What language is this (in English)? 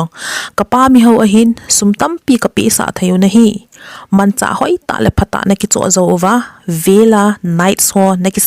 Thado Chin